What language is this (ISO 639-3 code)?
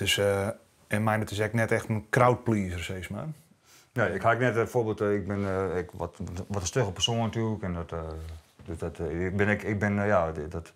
fry